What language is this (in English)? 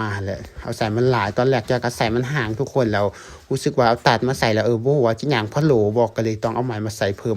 Lao